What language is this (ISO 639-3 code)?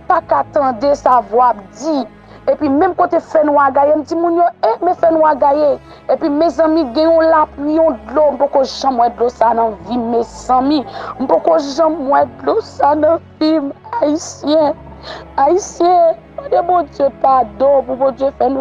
hat